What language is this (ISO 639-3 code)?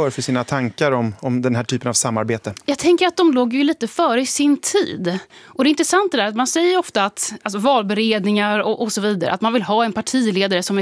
swe